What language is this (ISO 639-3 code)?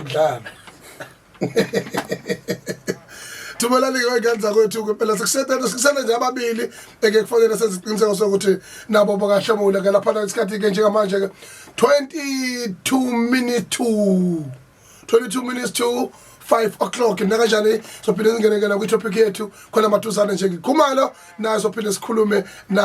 zul